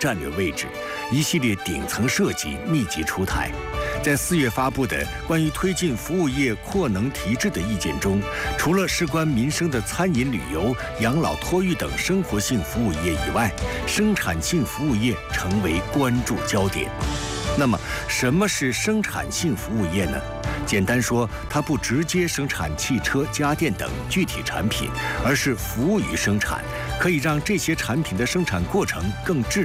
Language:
Chinese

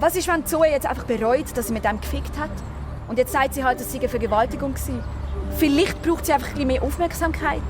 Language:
Swiss German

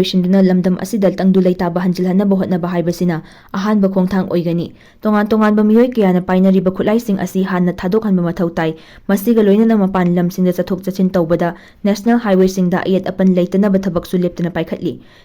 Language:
Manipuri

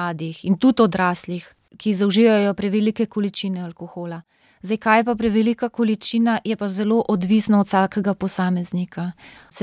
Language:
Slovenian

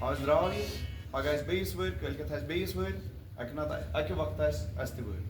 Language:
Kashmiri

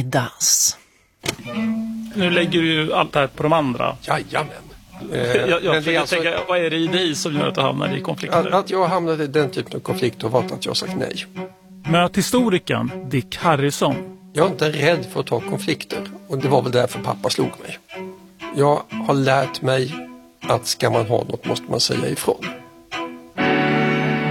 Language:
Swedish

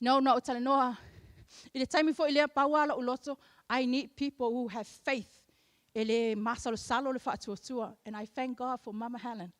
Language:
Samoan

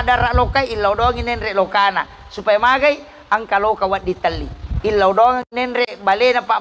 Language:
Buginese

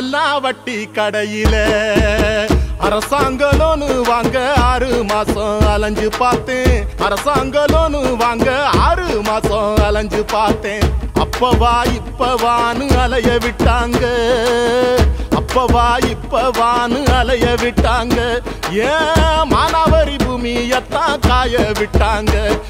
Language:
Tamil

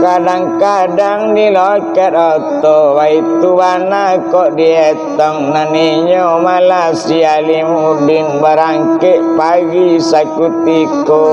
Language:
Minangkabau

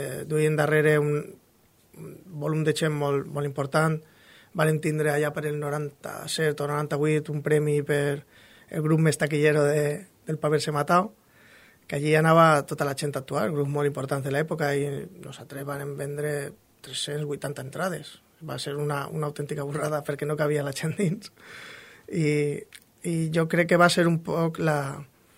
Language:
Catalan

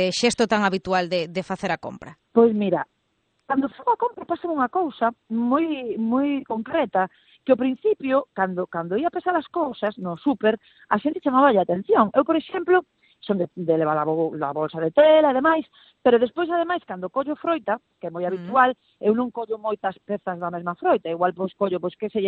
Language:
Galician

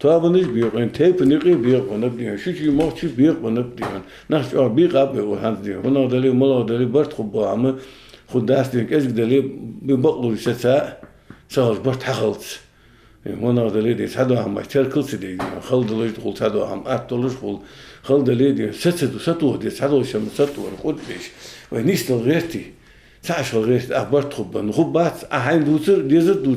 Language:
Ingush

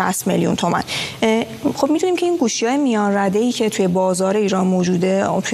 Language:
Persian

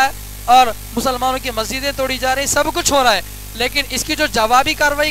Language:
Urdu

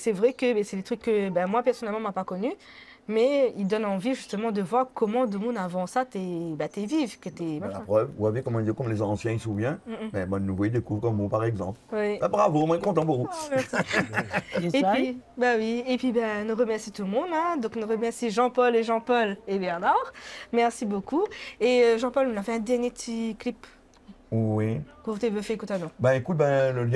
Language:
Réunion Creole French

